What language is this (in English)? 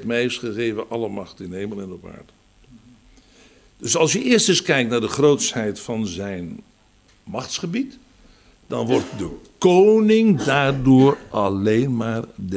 Dutch